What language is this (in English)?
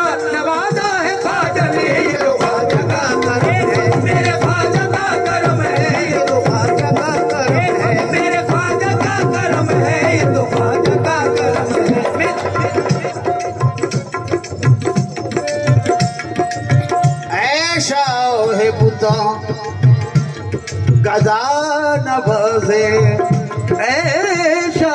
Hindi